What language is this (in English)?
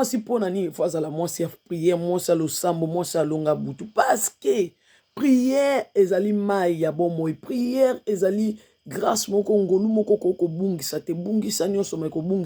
Lingala